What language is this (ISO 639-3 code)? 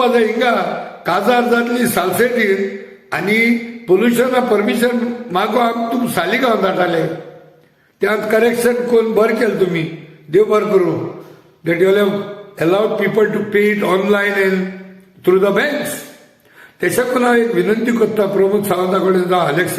kok